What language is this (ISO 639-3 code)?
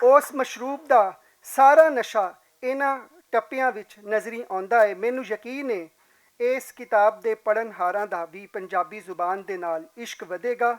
lah